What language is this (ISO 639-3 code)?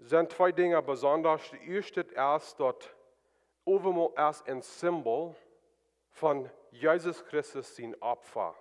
pdt